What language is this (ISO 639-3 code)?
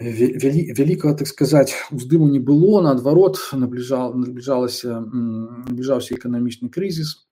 bel